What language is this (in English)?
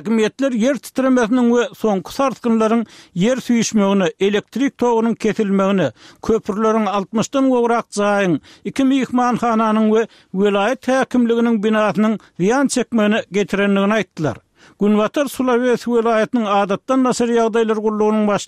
Turkmen